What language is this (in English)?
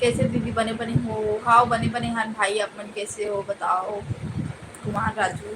Chhattisgarhi